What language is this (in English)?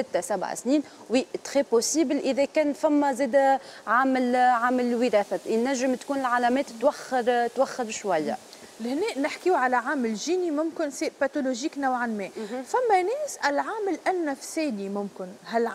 Tunisian Arabic